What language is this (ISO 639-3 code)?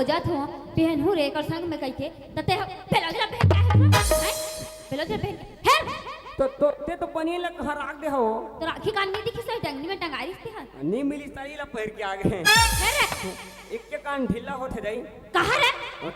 hne